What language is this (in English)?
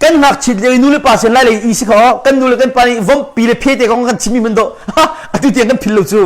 Hakha Chin